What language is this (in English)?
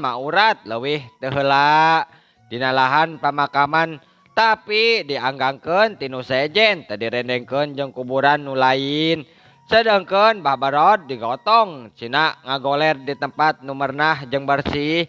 Sundanese